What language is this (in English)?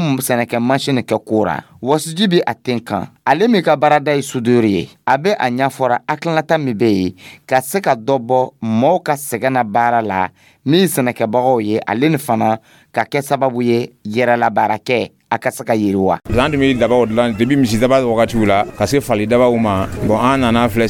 Dyula